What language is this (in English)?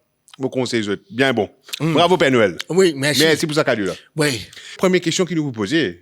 Morisyen